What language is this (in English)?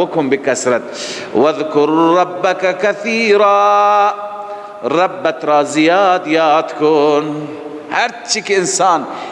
Persian